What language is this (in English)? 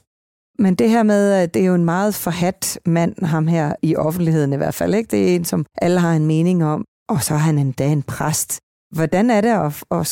Danish